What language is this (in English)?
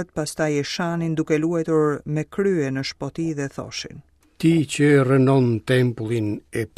Albanian